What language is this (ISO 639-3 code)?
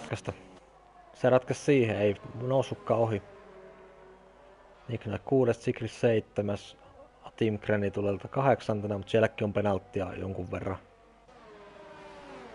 fin